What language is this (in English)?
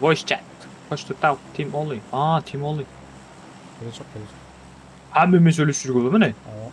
Kara-Kalpak